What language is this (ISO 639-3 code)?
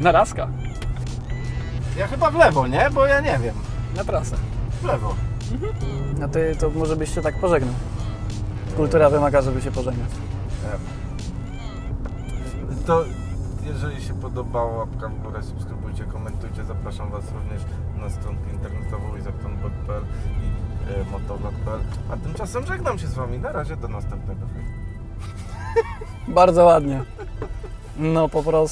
pol